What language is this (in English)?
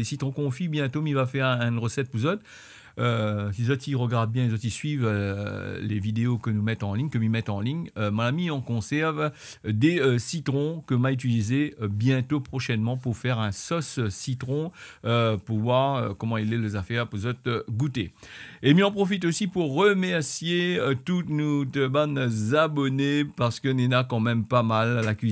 Réunion Creole French